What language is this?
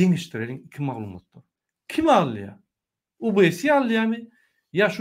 Turkmen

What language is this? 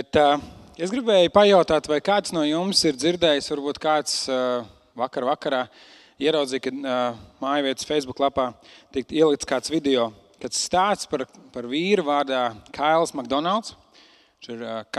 Latvian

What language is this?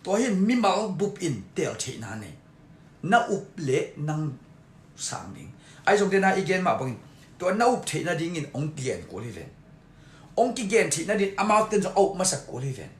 Tedim Chin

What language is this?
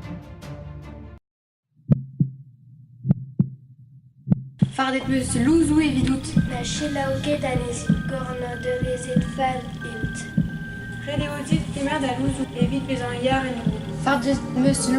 Breton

